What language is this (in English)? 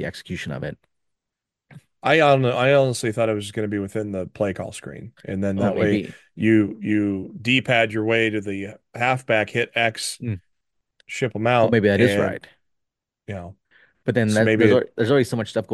English